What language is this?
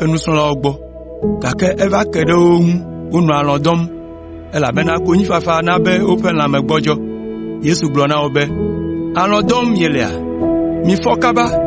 Ewe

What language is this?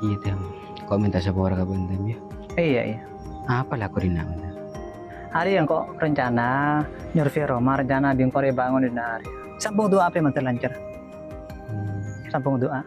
Madurese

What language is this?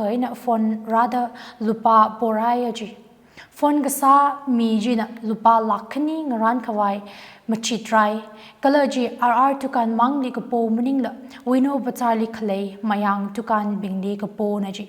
Tangkhul Naga (India)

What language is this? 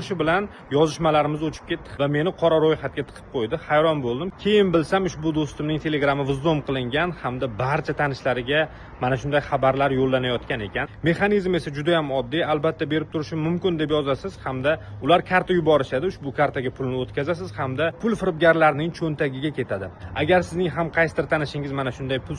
Uzbek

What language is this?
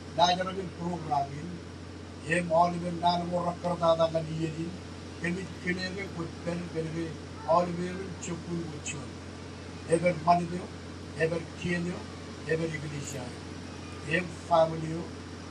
Marshallese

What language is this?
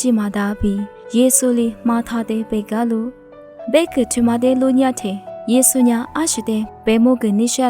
Lisu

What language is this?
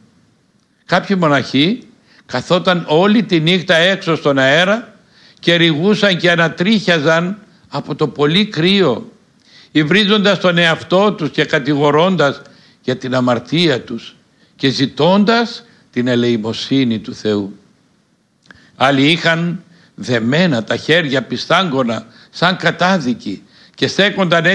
Greek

